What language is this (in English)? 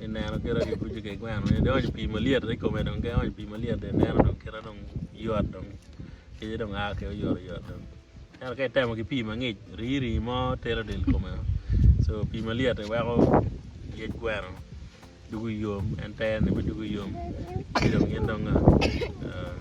Acoli